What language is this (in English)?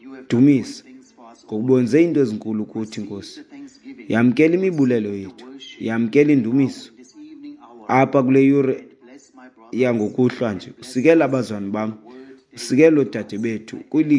Xhosa